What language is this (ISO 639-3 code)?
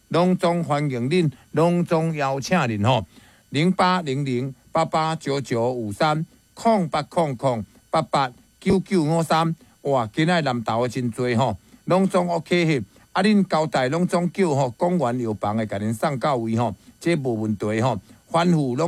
nan